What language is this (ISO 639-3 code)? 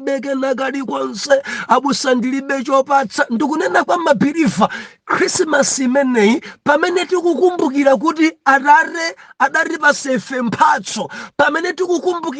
nya